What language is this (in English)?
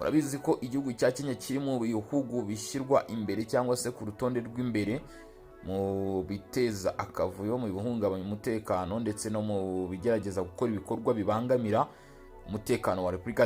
Kinyarwanda